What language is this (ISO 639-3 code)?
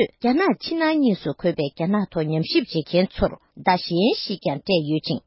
bod